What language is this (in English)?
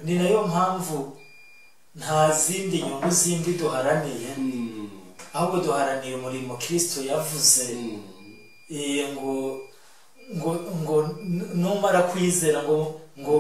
Kinyarwanda